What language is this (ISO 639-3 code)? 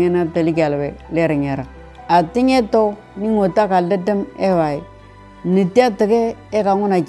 mor